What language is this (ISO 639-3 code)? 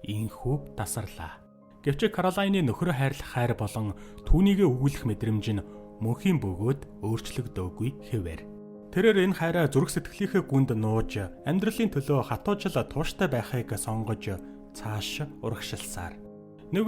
mon